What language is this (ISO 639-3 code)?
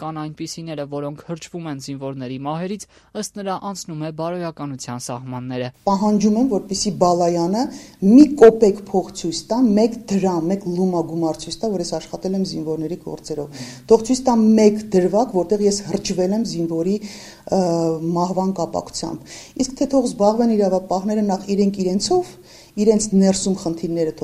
hye